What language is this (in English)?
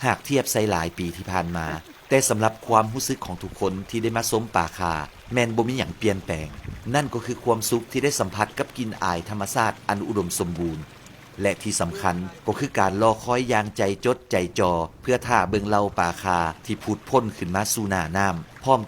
Lao